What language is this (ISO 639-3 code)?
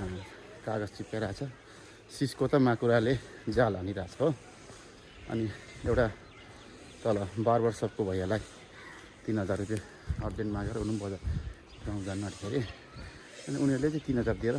nep